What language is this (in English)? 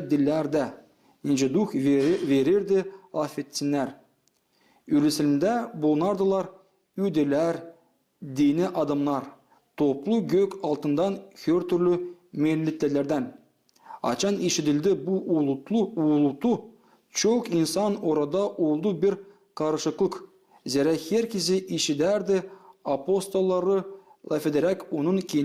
Gagauz